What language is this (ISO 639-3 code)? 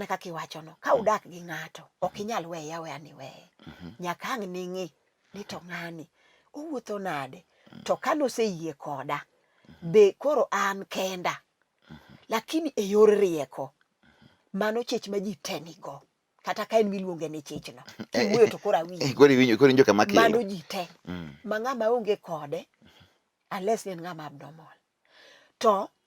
luo